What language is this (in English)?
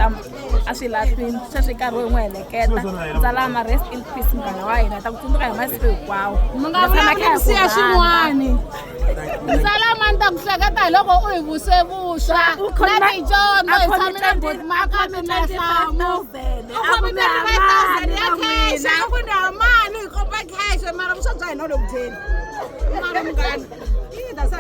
Tsonga